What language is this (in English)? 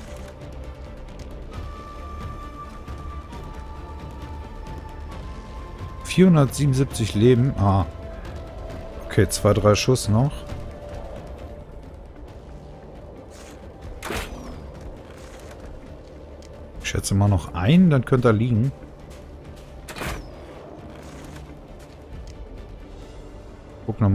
German